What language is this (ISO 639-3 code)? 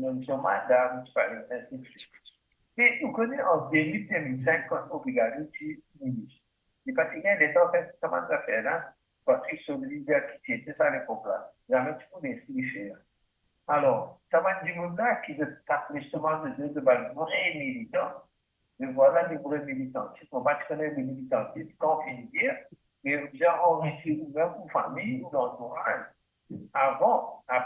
mfe